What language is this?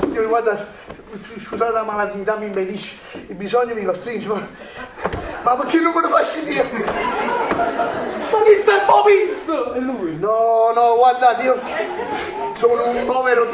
Neapolitan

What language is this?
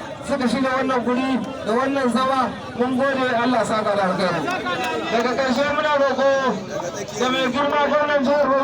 Hausa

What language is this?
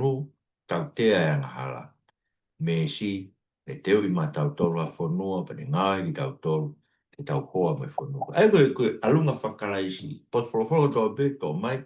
Tongan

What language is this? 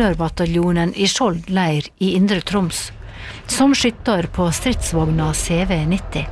Norwegian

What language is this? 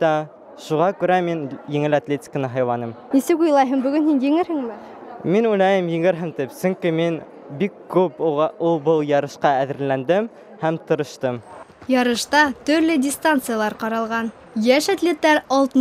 Bashkir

